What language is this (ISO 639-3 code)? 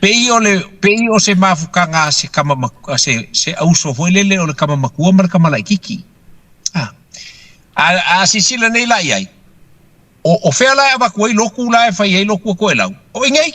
smo